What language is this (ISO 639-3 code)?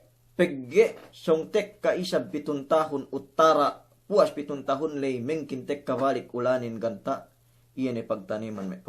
yka